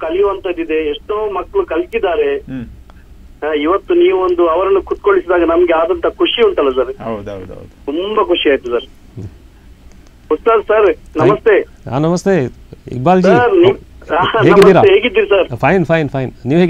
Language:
Kannada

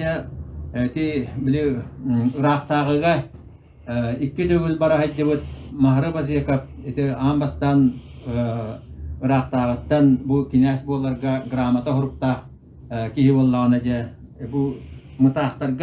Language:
Yakut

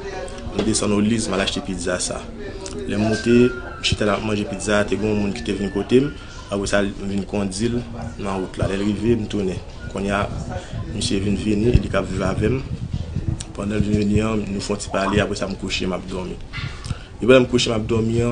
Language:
Haitian Creole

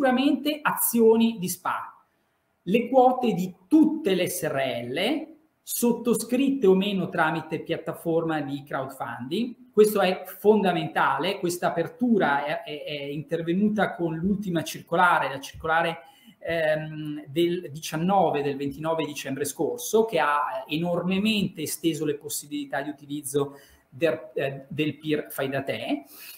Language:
Italian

